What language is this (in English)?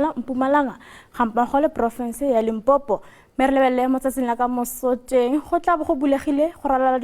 Tswana